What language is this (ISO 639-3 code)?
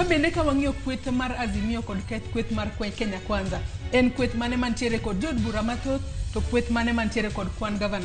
luo